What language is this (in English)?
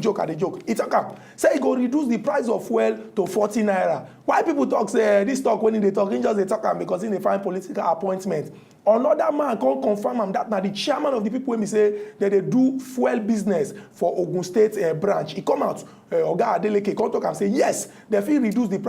Nigerian Pidgin